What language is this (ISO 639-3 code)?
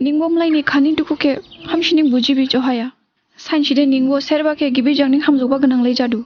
dis